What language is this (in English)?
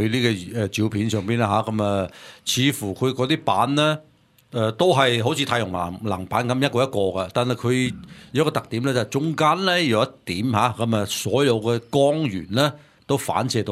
Cantonese